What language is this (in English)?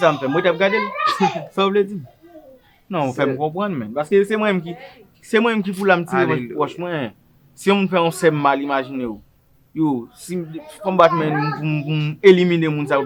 Haitian Creole